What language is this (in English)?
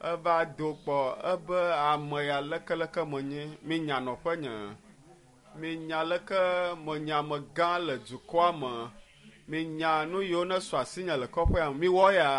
Ewe